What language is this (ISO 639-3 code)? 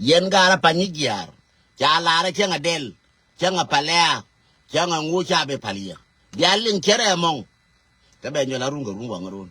nus